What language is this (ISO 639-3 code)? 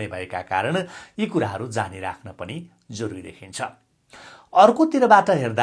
nep